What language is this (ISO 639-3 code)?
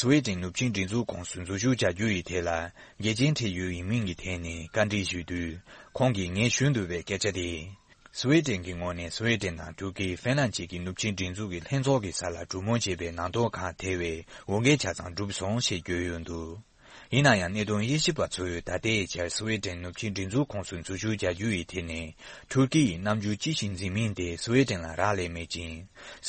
bod